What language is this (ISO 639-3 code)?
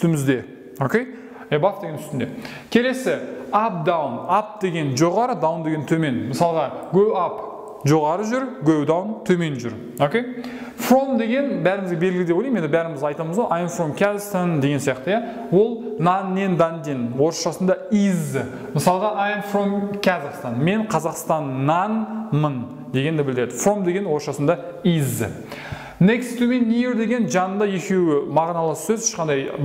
kaz